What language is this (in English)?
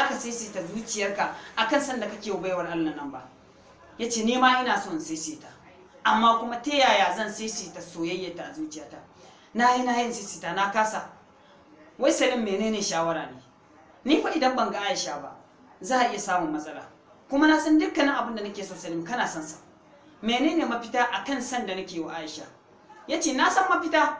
Hausa